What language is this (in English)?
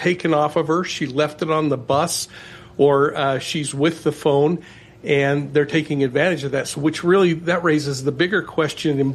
English